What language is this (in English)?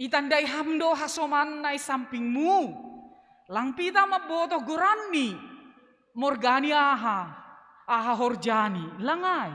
Batak Simalungun